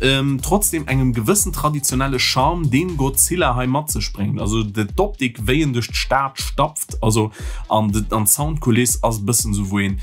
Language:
Luxembourgish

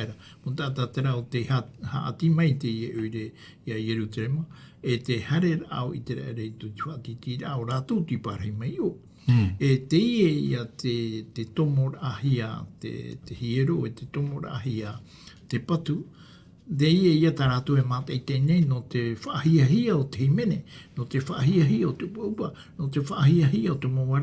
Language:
Tahitian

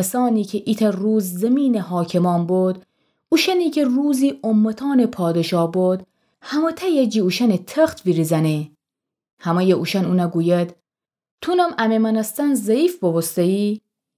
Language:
Gilaki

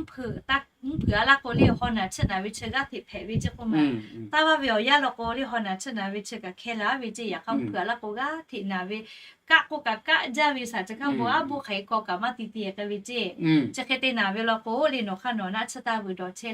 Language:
Lahu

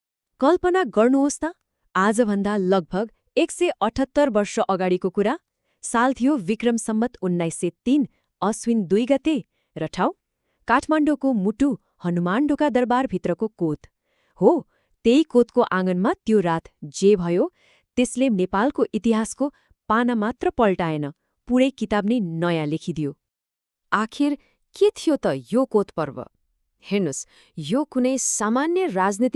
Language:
Nepali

